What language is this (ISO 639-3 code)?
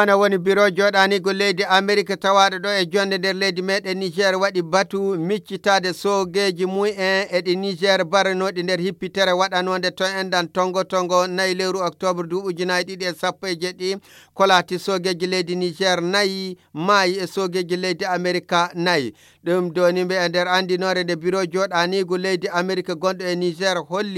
fuv